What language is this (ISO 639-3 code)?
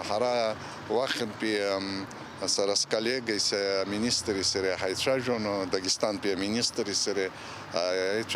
abk